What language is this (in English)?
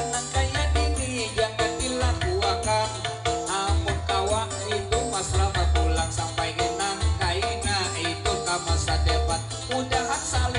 Banjar